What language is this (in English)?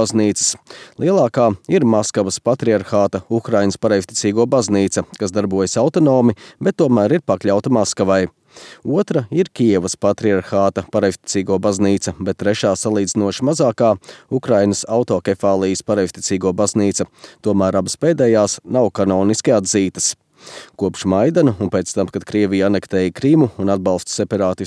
Latvian